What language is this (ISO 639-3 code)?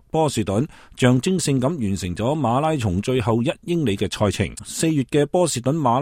yue